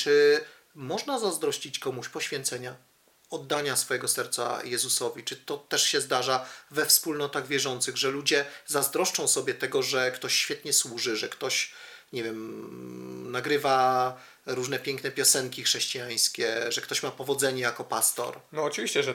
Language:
Polish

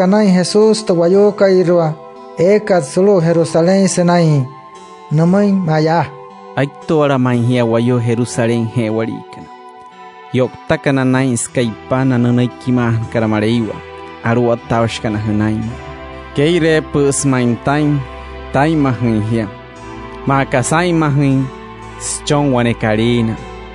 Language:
Wayuu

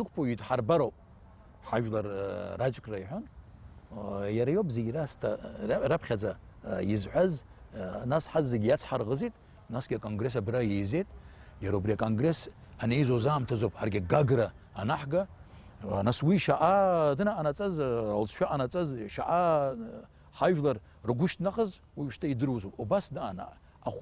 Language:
Abkhazian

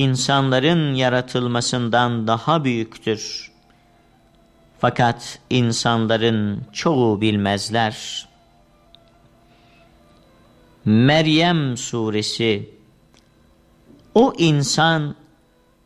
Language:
Turkish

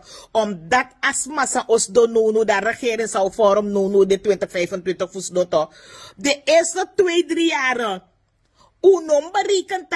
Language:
Sranan Tongo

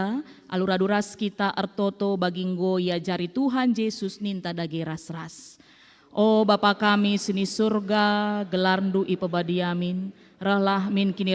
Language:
Batak Karo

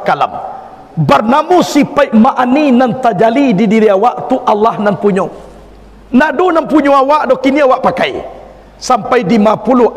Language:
Minangkabau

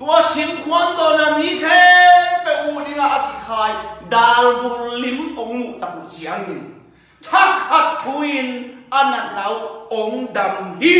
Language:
Tedim Chin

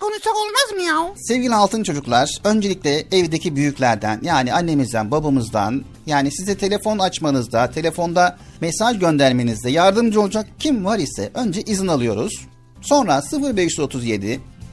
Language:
Turkish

